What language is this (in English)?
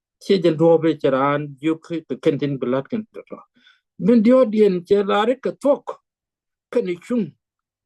Nuer